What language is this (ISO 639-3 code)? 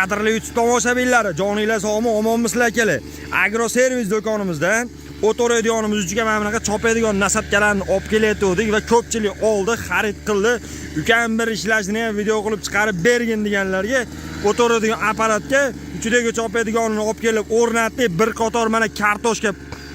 uzb